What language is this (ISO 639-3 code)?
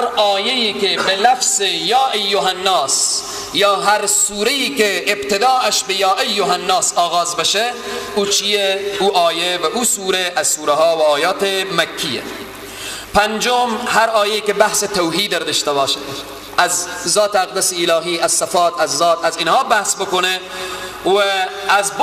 fas